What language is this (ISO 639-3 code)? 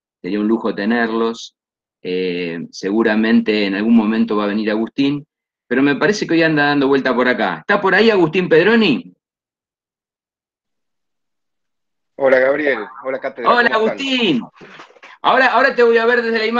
spa